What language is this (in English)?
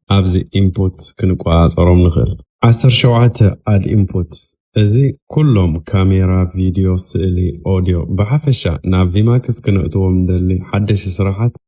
Tigrinya